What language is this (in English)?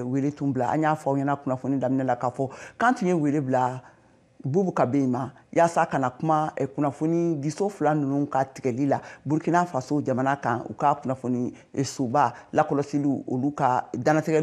Bambara